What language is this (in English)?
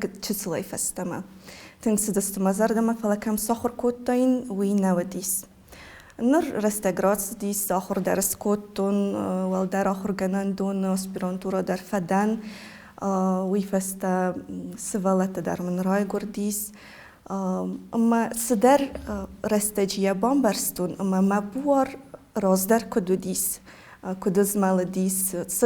Ossetic